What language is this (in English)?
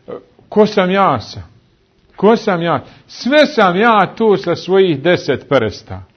Bosnian